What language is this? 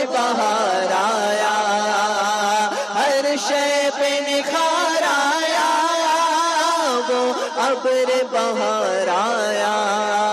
Urdu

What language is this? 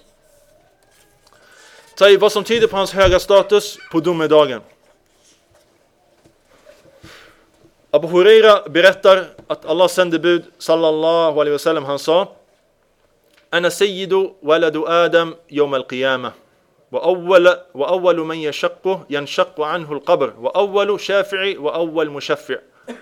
Swedish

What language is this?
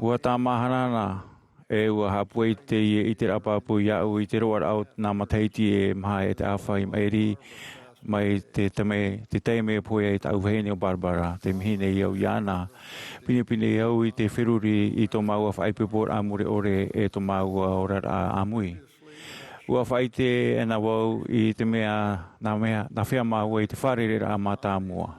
Tahitian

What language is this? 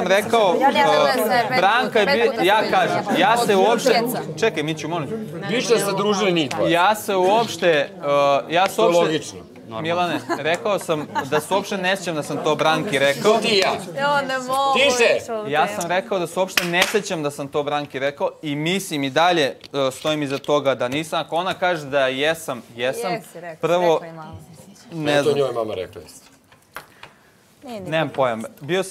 Bosnian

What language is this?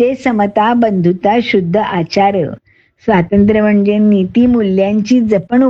Marathi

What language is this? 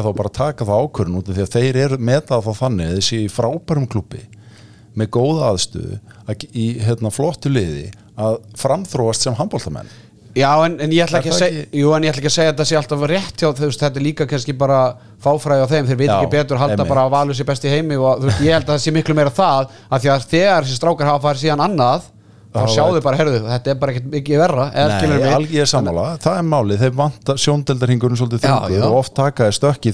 Icelandic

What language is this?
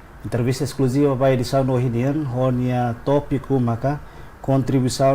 Tetum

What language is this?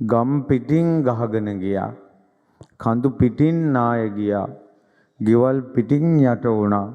Sinhala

